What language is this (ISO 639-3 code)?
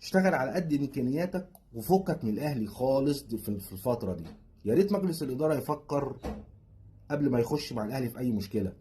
arz